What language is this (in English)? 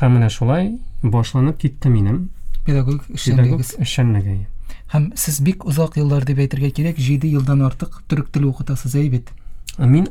Tatar